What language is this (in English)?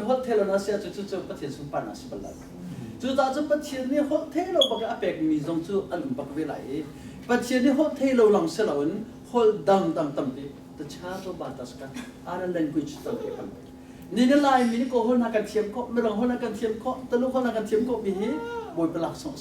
Hakha Chin